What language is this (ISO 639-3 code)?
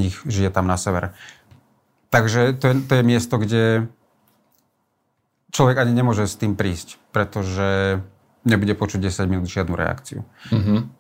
slk